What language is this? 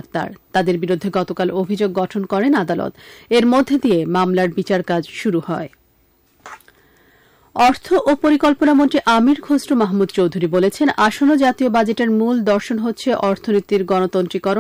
Bangla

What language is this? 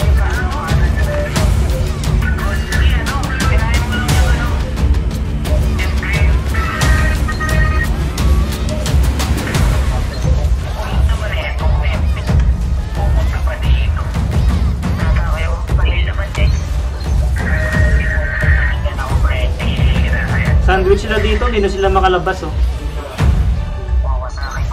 Filipino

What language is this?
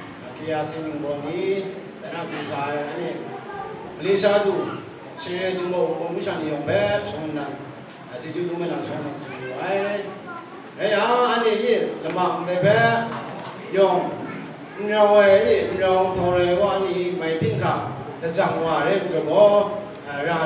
Kachin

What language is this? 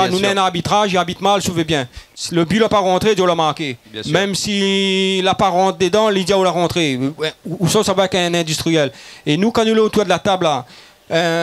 Réunion Creole French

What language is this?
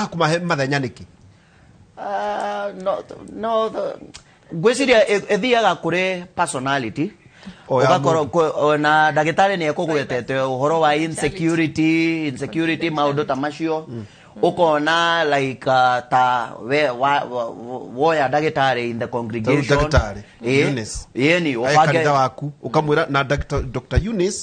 Kikuyu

